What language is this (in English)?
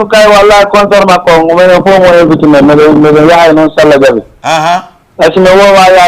Fula